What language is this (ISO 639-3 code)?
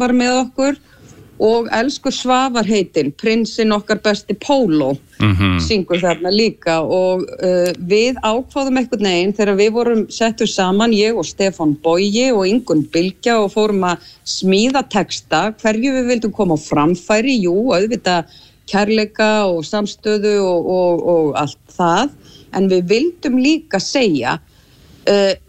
isl